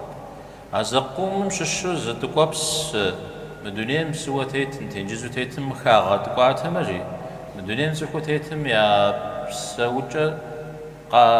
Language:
Kabardian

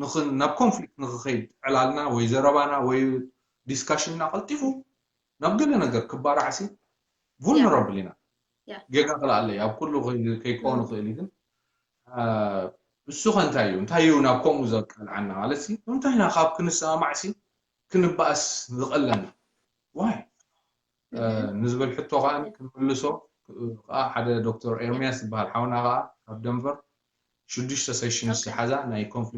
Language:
Tigrinya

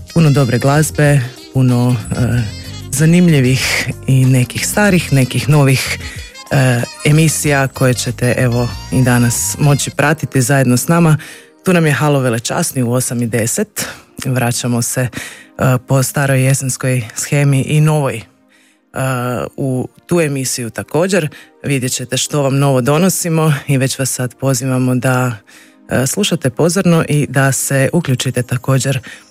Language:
Croatian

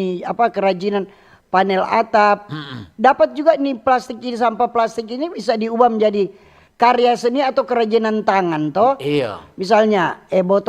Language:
Manado Malay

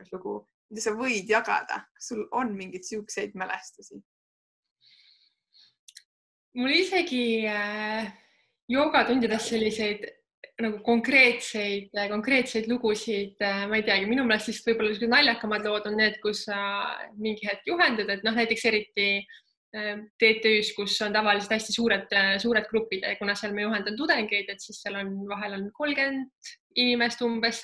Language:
Estonian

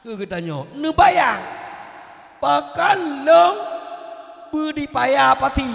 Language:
Achinese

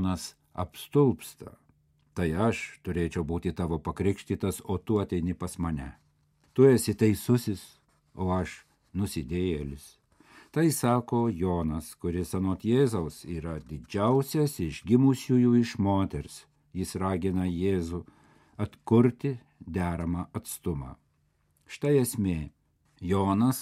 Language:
Lithuanian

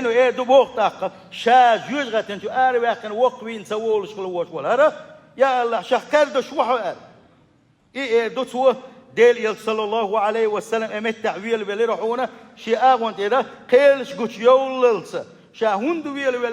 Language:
Chechen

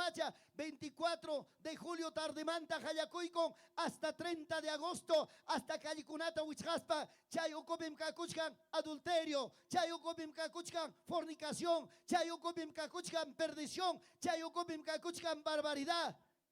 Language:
Ayacucho Quechua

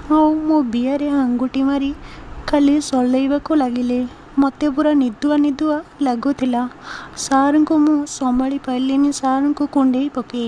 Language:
Odia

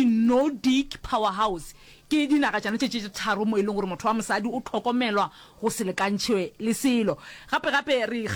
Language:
Northern Sotho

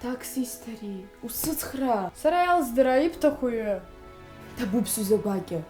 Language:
Abkhazian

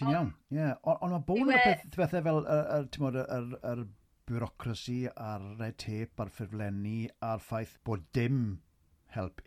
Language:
Welsh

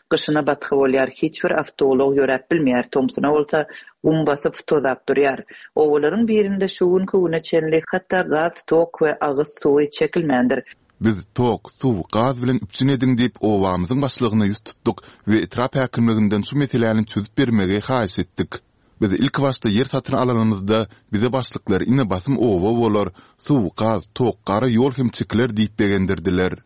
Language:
Turkmen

